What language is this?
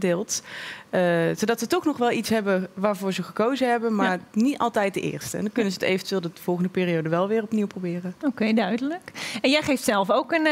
Dutch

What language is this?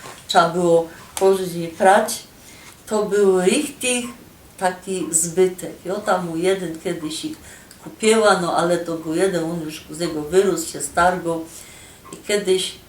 Silesian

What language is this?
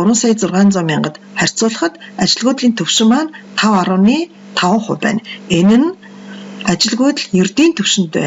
Mongolian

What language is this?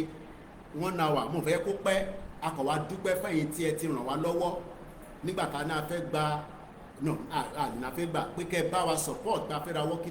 Yoruba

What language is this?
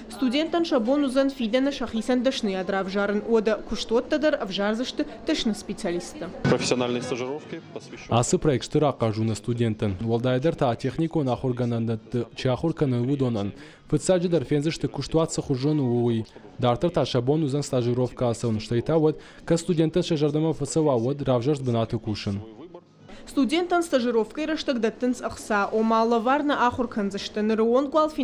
Ossetic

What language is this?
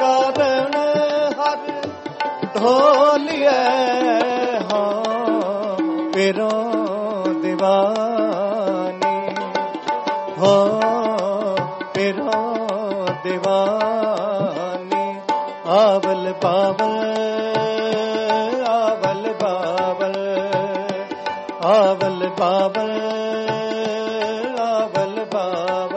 Punjabi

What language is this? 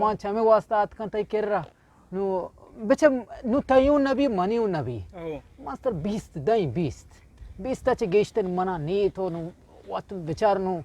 Eastern Balochi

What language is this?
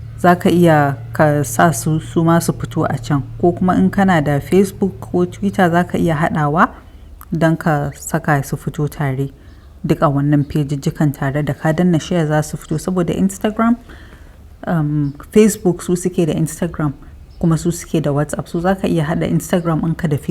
Hausa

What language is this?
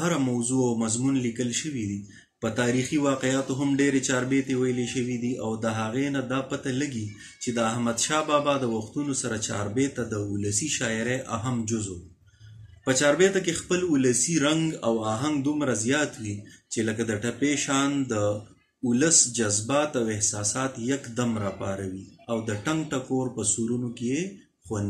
Pashto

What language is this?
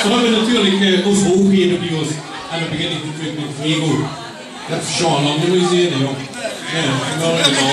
Limburgish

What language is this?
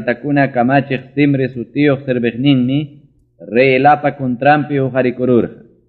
Ayacucho Quechua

